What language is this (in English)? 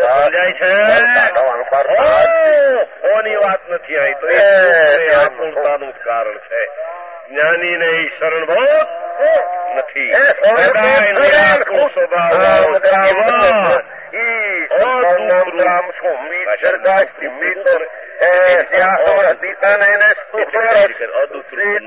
Gujarati